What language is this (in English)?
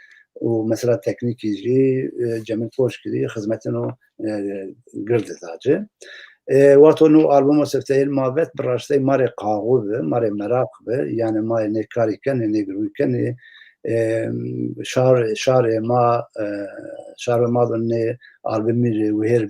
Zaza